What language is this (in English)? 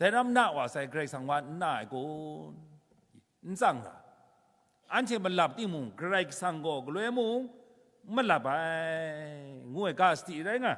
Kachin